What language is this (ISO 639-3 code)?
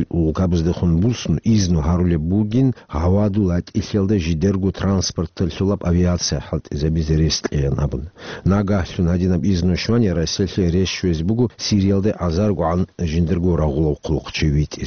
ava